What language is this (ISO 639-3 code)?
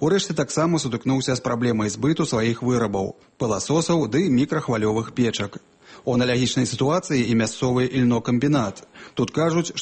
bel